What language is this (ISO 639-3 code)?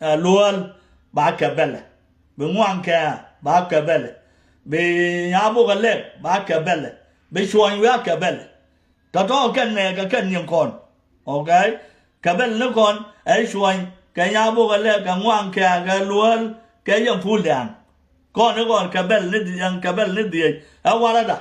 nus